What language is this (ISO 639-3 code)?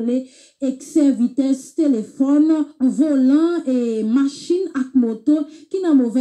hat